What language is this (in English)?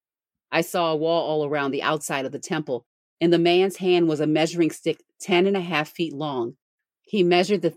English